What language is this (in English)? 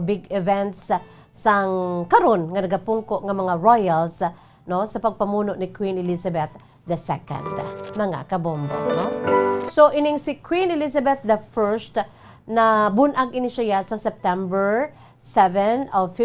Hiligaynon